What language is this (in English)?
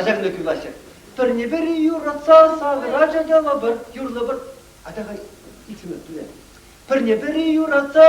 Chuvash